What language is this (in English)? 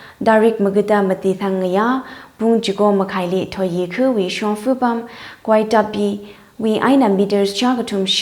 Tangkhul Naga (India)